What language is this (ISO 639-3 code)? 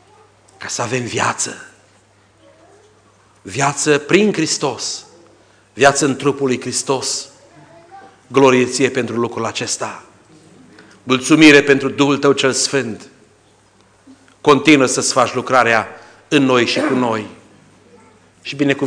ron